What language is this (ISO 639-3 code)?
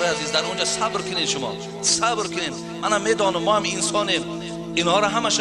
tgk